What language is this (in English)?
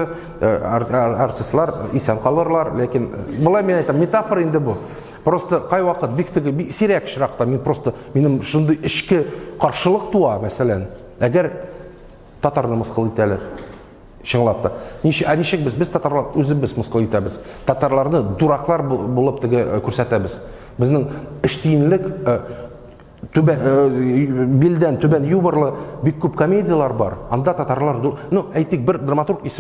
Tatar